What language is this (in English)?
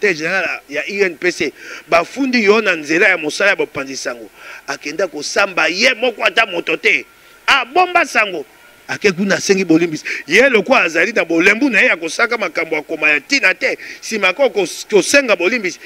Lingala